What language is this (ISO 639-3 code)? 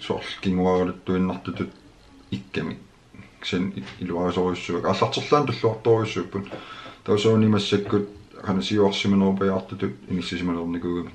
kal